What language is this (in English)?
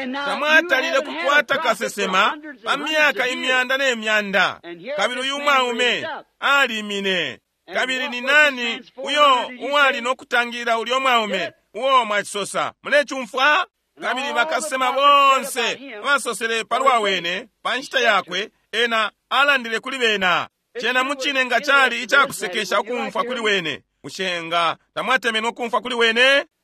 Bemba